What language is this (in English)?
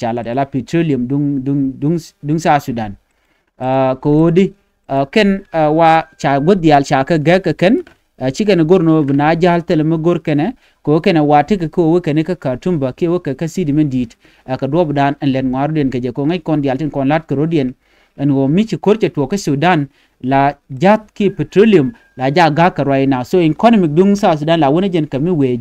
Nuer